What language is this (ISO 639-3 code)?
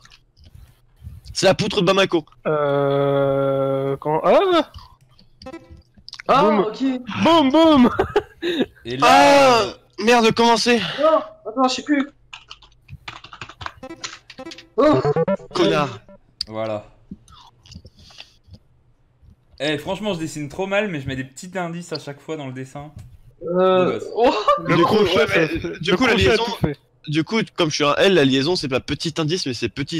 fra